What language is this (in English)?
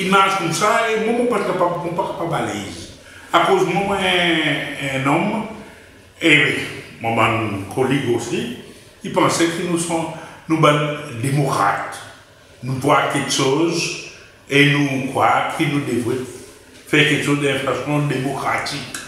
Seselwa Creole French